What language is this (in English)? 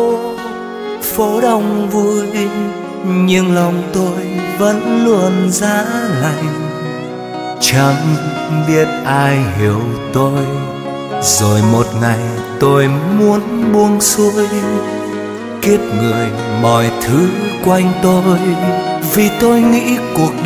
Vietnamese